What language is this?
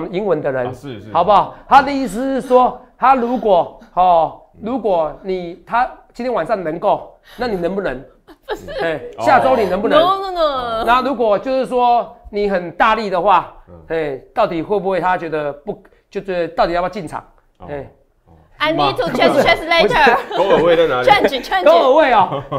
Chinese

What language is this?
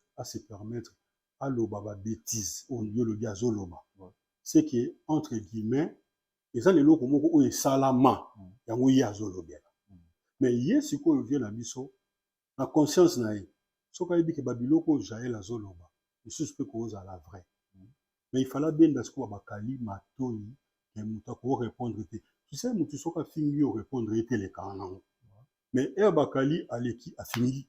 Lingala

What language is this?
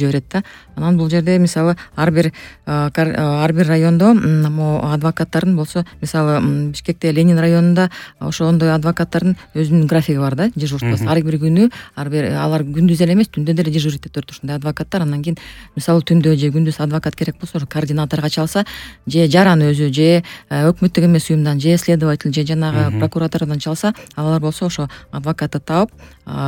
Kyrgyz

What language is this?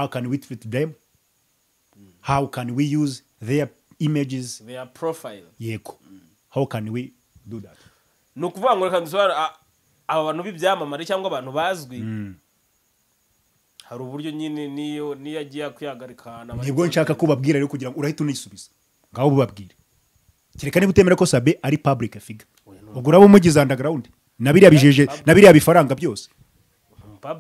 Kinyarwanda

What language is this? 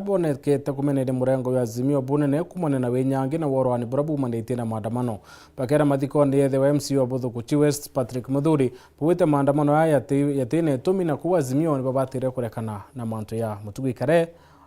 Meru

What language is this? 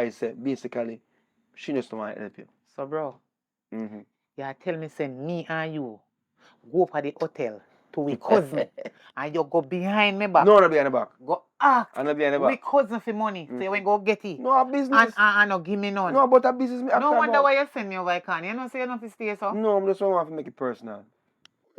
Jamaican Creole English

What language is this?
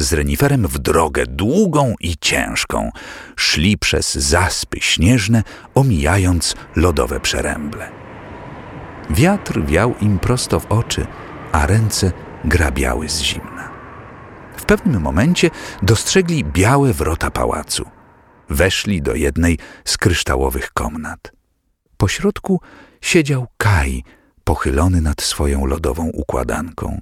Polish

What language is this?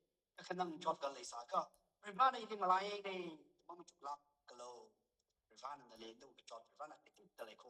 Tangkhul Naga (India)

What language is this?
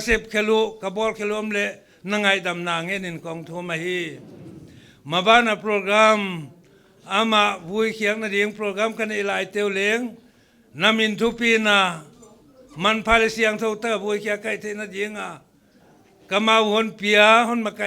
Paite Chin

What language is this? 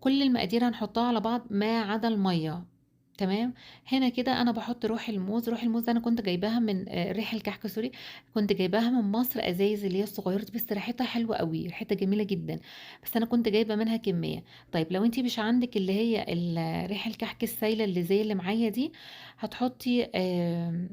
Egyptian Arabic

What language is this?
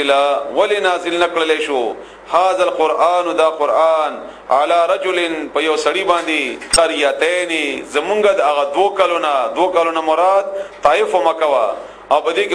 Pashto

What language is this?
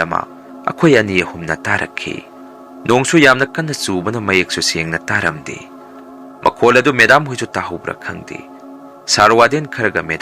Manipuri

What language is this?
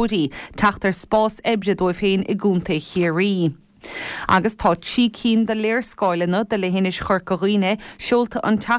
Irish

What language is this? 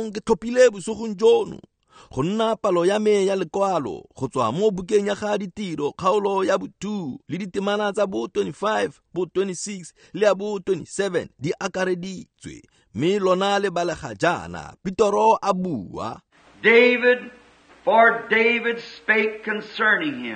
Tswana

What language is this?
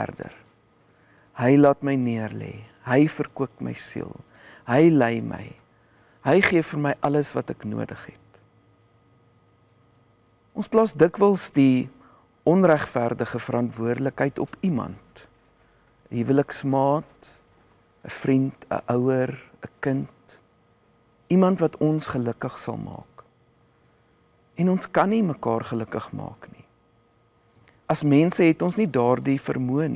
Afrikaans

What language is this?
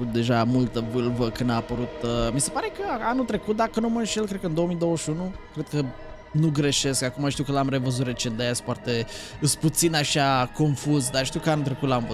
Romanian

